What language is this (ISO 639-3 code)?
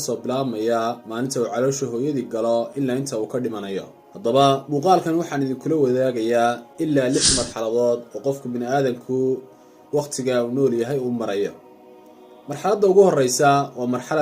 som